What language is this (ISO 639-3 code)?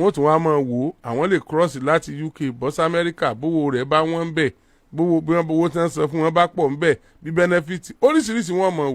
yor